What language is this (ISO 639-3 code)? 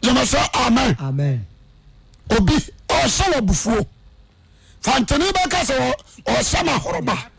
aka